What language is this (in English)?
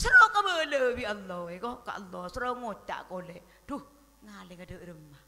Madurese